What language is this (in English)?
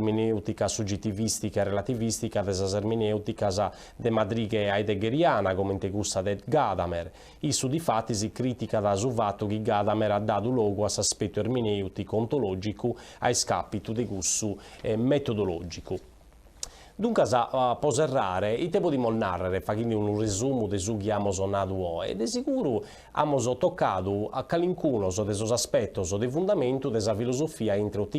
Sardinian